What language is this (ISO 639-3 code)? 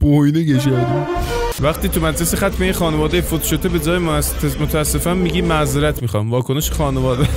azb